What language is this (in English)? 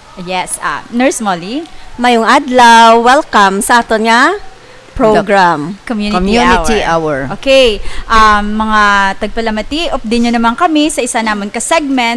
Hiligaynon